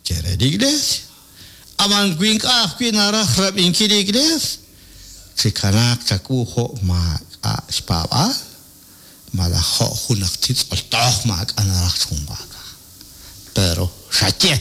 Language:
Kekchí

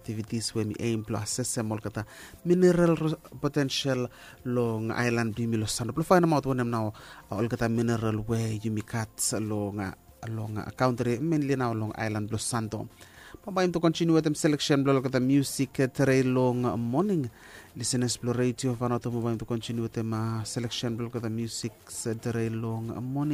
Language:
Bislama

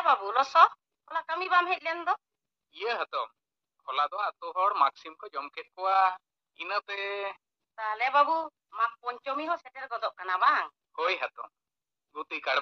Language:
Santali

